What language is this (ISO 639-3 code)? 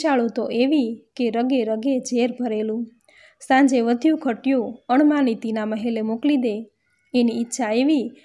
guj